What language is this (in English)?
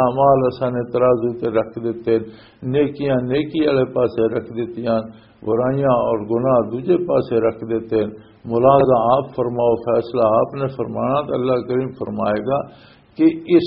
Western Panjabi